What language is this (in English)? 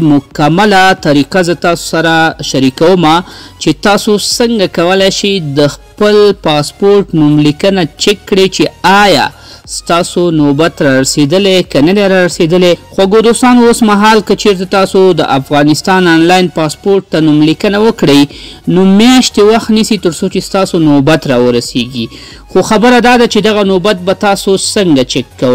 Pashto